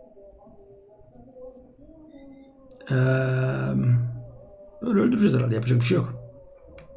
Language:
Turkish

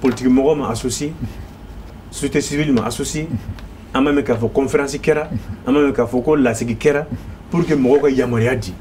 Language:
Bambara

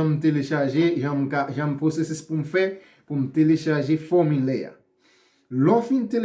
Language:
Haitian Creole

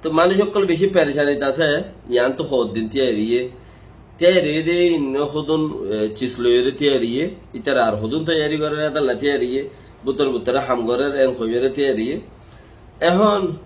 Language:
Rohingya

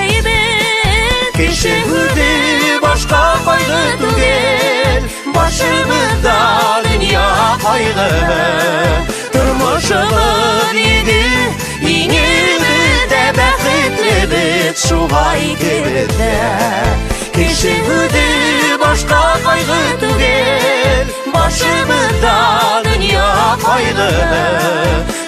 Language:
Bashkir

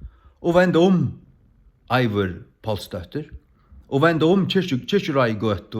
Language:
Faroese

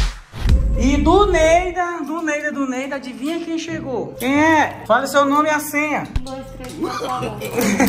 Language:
Portuguese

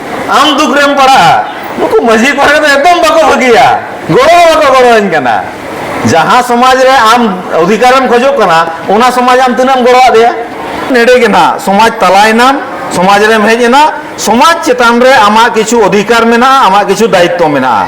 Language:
Santali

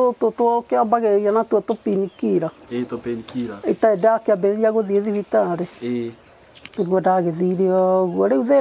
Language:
Kikuyu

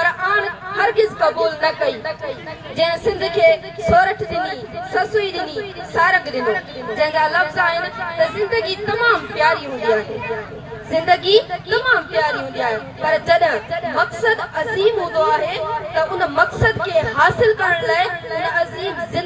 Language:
Sindhi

